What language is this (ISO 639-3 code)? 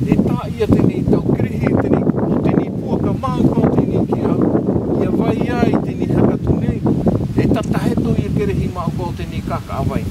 mqm